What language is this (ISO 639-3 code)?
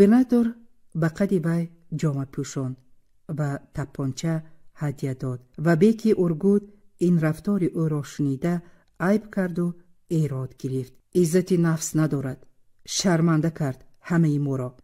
tgk